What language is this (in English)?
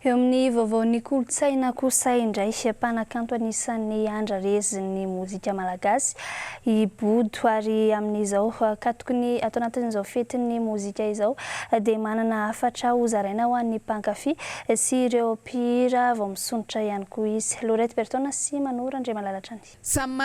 Malagasy